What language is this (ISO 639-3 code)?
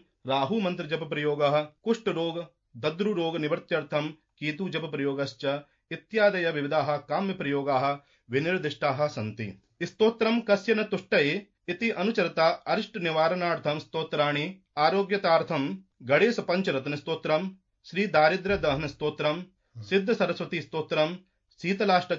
san